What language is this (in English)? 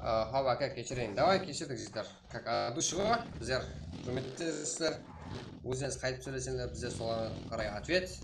Kara-Kalpak